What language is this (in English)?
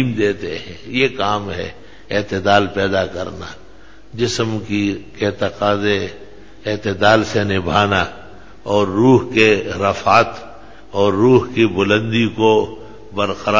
Urdu